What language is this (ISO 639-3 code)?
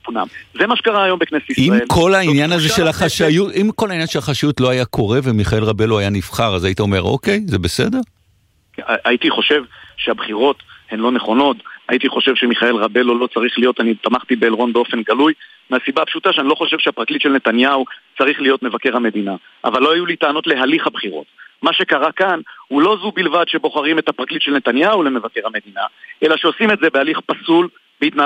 heb